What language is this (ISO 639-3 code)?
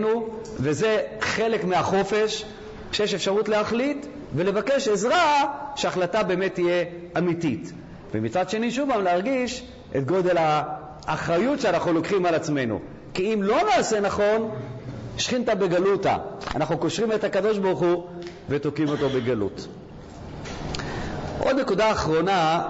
heb